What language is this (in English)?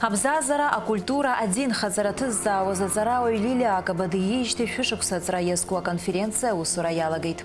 Abkhazian